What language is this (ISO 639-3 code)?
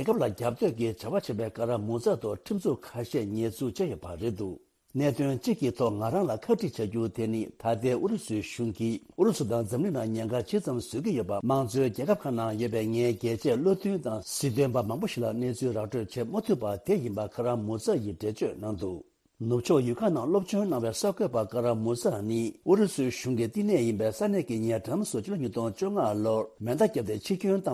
bod